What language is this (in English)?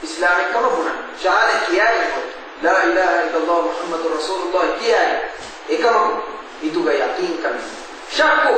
Divehi